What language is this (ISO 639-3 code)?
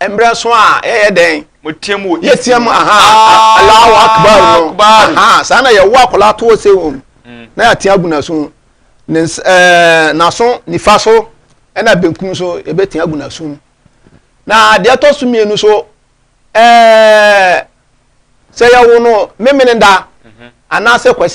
aka